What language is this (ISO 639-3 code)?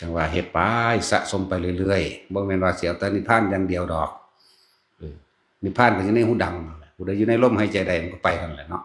tts